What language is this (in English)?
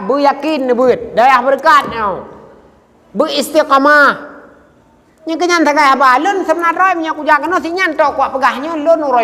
Achinese